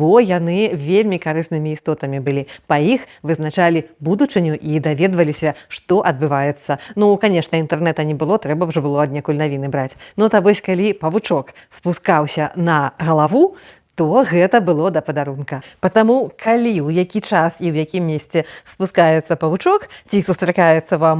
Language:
Belarusian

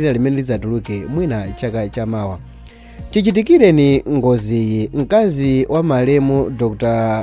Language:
Nyanja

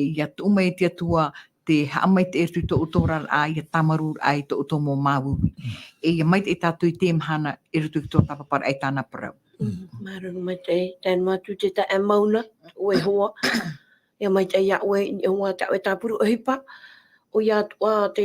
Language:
Tahitian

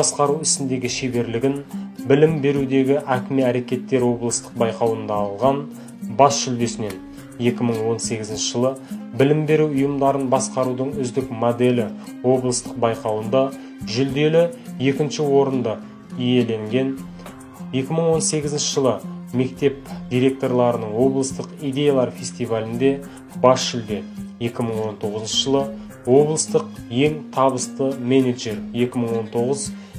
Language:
Kazakh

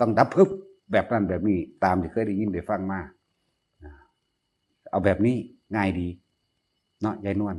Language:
Northeastern Thai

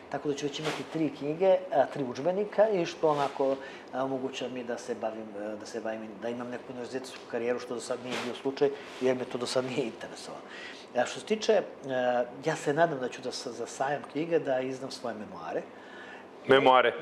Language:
Serbian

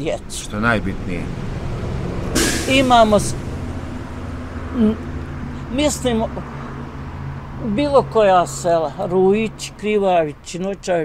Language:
Bosnian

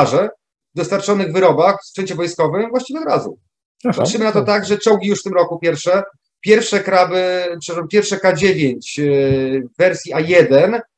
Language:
Polish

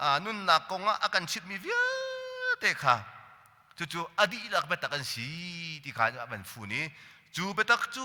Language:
Hakha Chin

